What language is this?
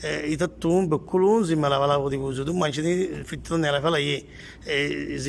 Rohingya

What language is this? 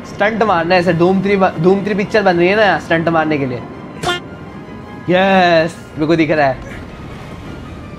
Hindi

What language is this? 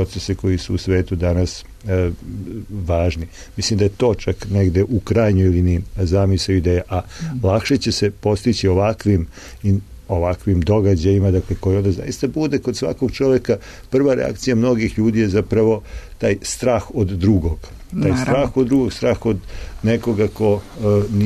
Serbian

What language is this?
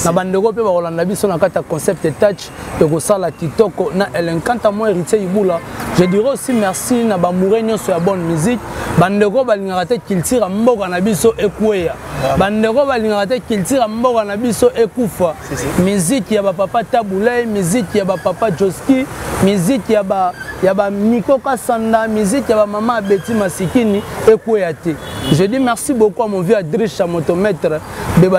Lingala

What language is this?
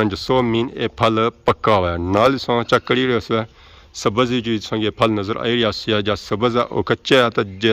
Pahari-Potwari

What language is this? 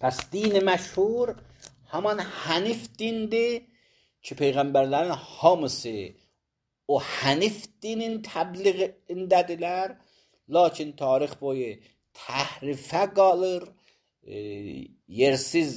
Azerbaijani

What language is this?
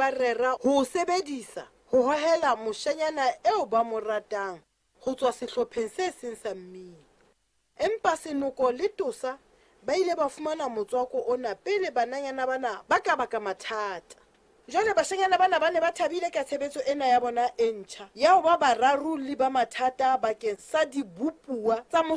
Southern Sotho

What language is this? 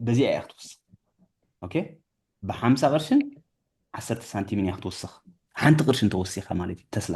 Tigrinya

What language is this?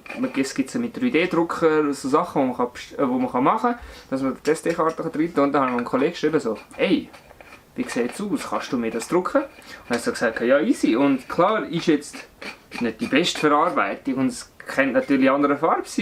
Swiss German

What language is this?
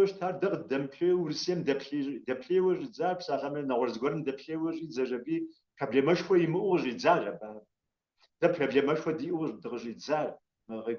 Kabardian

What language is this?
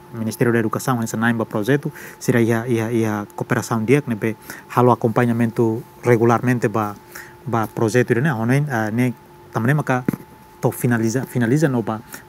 Tetum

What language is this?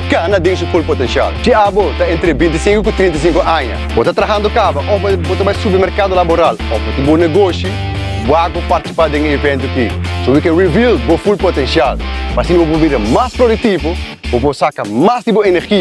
Papiamento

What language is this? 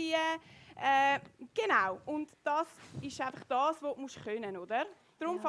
Swiss German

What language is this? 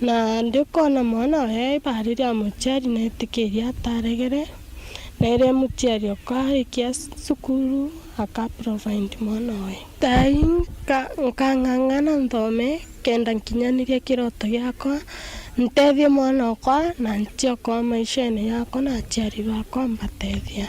Meru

